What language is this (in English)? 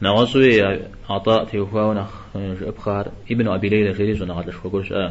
Kabardian